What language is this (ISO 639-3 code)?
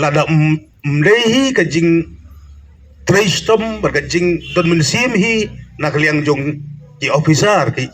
kha